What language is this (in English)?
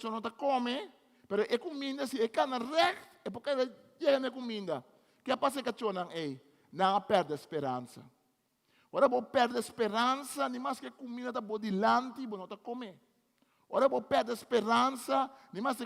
Papiamento